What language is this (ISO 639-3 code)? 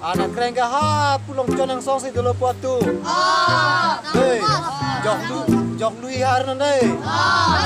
mjw